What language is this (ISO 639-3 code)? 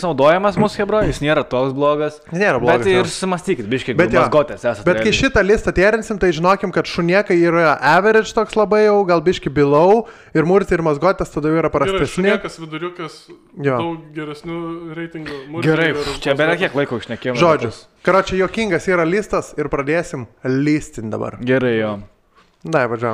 lit